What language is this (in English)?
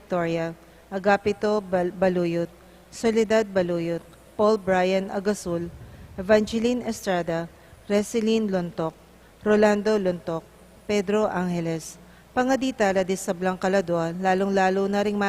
Pampanga